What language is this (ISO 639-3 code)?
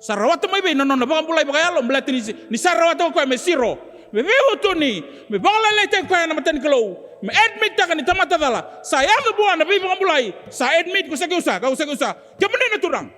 fij